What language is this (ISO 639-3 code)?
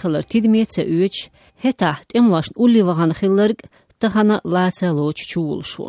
che